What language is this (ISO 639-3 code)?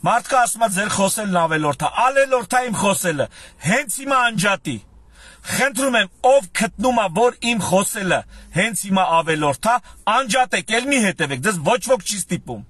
hye